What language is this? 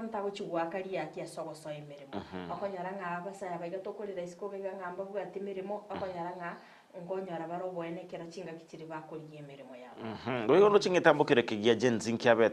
Gusii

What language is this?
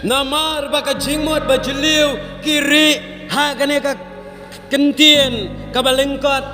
Khasi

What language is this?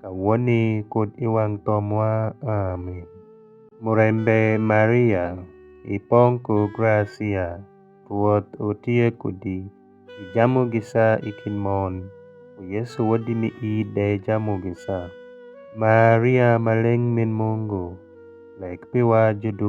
Alur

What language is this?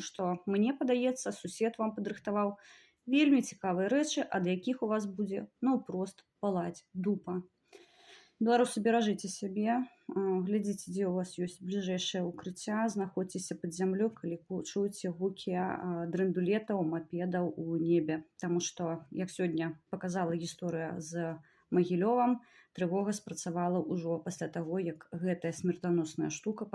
Belarusian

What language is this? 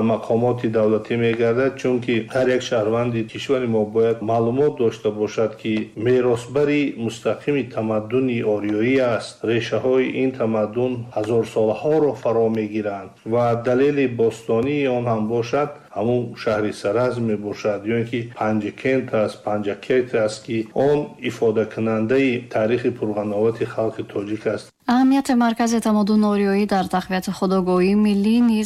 Tajik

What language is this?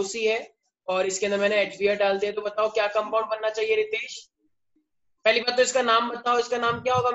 Hindi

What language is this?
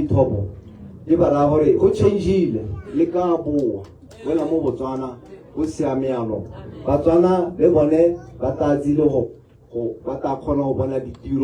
Tswana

